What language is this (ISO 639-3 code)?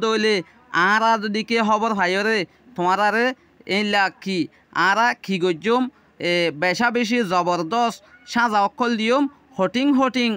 rhg